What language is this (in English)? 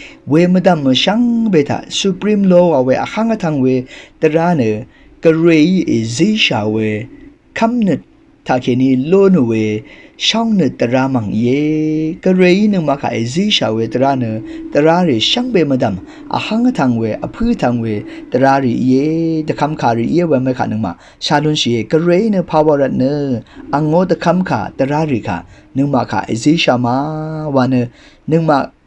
Rawang